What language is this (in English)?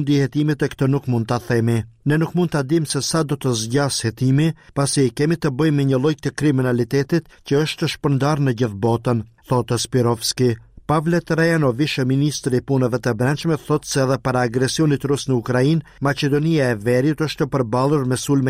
Albanian